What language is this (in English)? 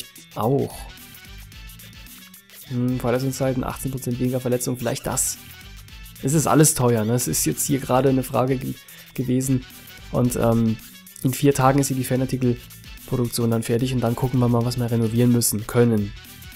German